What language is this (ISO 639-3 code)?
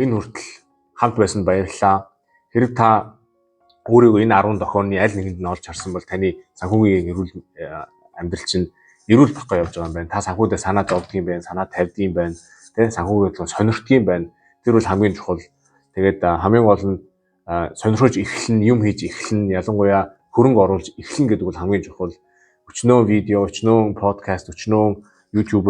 mon